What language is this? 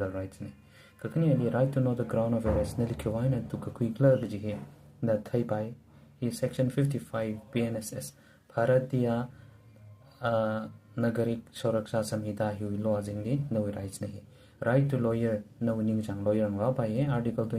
Tangkhul Naga (India)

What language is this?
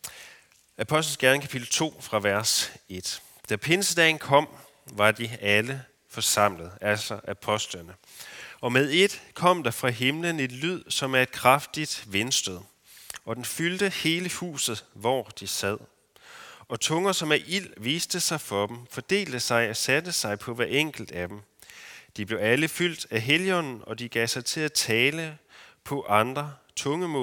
Danish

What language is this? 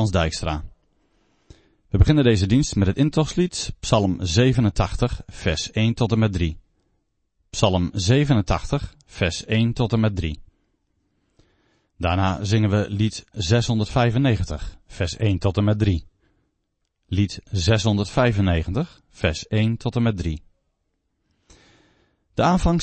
Dutch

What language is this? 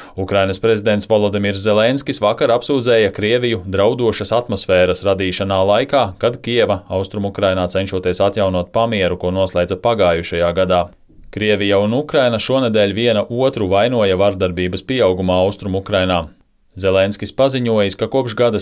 Latvian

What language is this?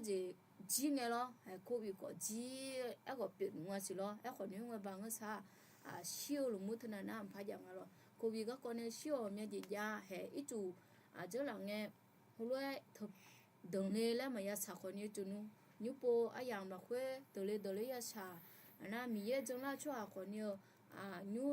Akha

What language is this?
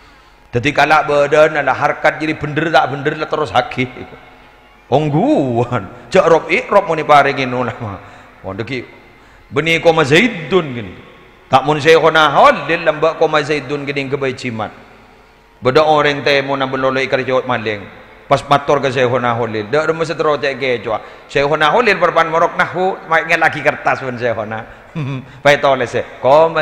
Madurese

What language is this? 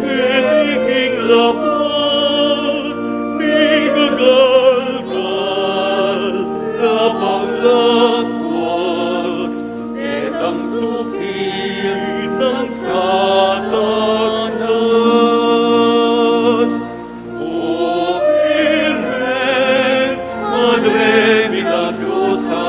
Pampanga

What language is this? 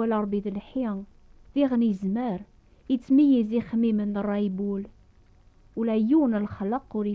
Kabyle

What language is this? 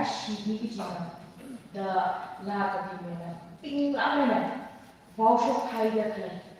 Tangkhul Naga (India)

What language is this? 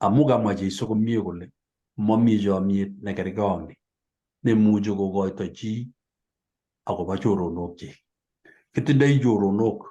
Kalenjin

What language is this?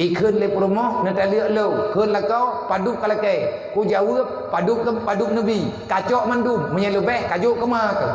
Achinese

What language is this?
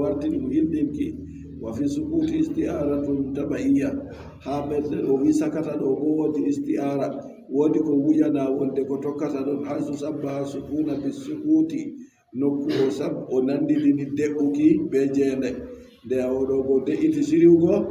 Adamawa Fulfulde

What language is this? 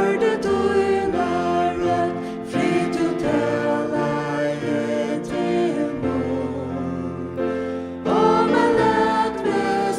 Faroese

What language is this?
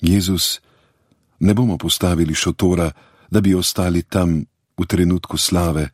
Slovenian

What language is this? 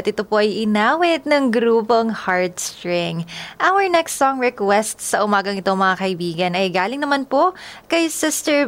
Filipino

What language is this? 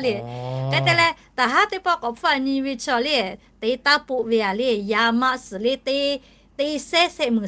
Lahu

